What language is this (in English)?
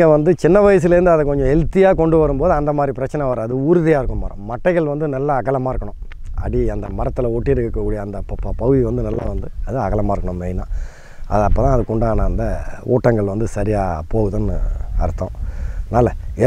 Tamil